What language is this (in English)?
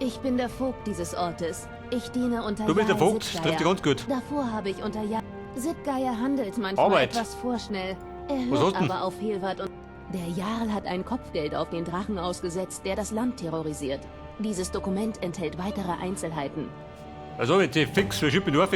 Bavarian